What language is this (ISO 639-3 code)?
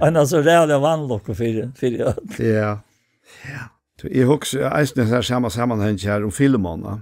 fao